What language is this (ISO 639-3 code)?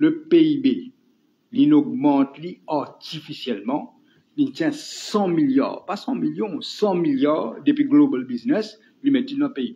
mfe